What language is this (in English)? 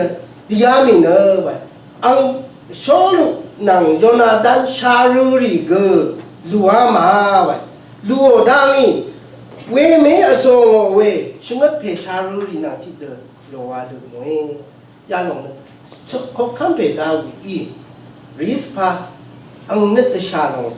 Rawang